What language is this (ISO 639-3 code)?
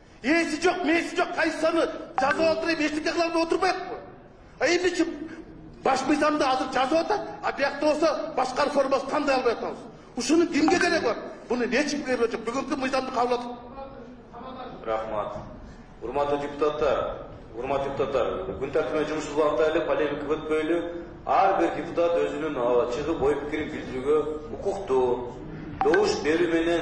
kir